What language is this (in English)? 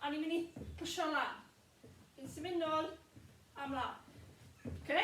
Welsh